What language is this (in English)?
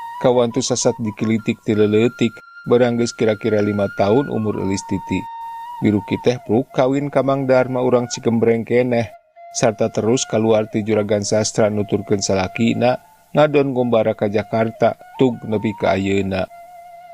Sundanese